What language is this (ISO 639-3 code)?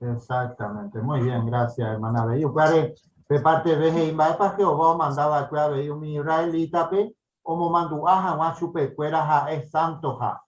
grn